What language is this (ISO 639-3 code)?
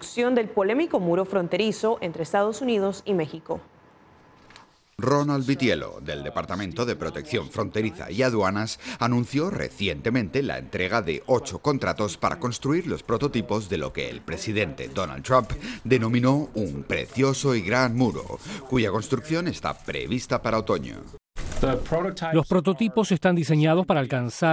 spa